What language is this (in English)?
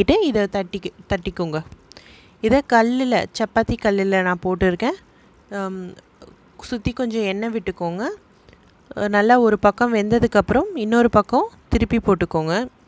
Tamil